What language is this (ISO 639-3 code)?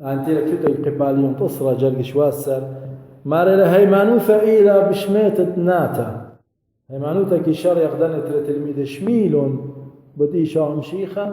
aii